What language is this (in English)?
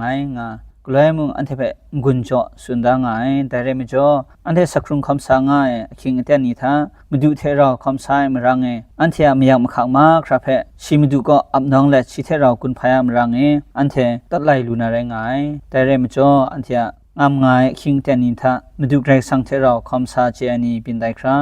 Kachin